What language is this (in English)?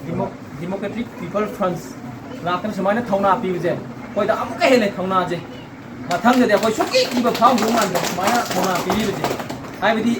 Manipuri